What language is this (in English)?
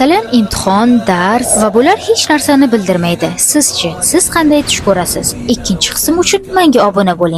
Uzbek